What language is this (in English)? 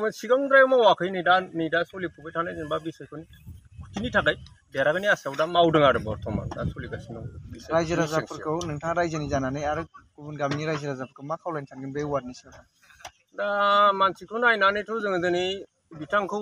Bodo